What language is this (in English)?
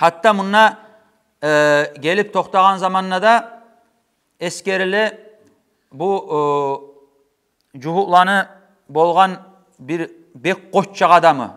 Kumyk